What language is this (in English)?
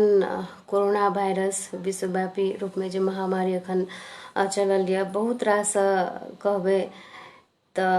Maithili